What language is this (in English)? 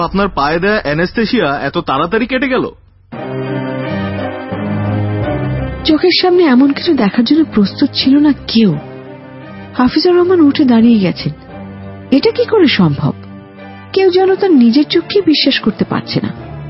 Bangla